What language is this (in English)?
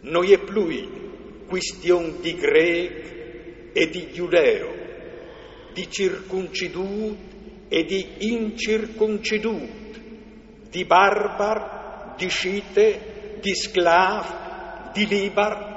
Friulian